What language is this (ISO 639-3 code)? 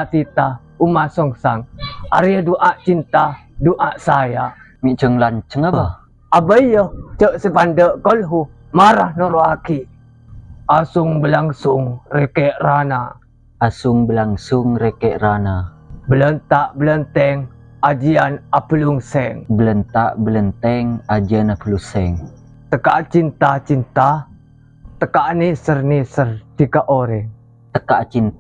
mad